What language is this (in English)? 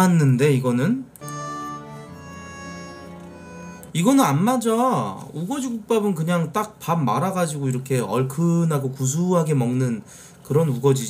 Korean